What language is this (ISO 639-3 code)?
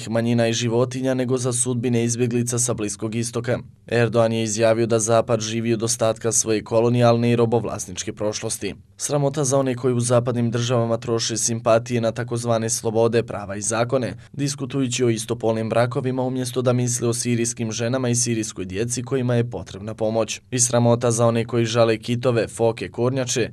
bos